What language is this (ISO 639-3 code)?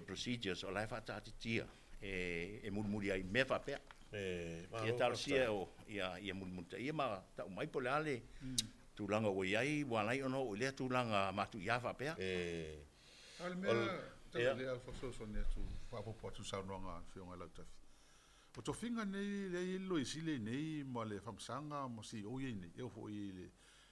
smo